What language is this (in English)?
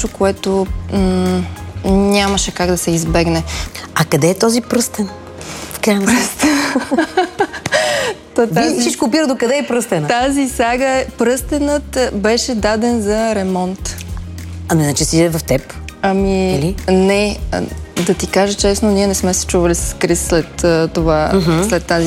Bulgarian